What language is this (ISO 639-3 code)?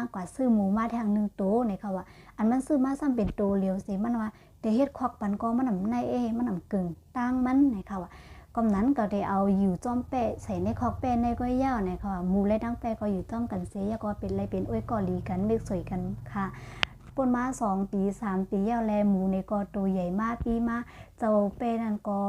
shn